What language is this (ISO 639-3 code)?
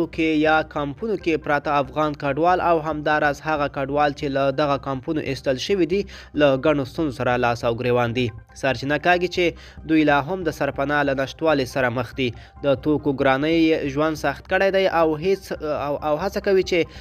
pus